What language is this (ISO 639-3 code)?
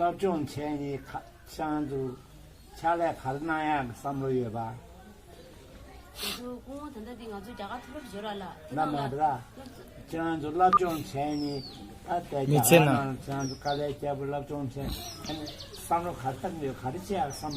bod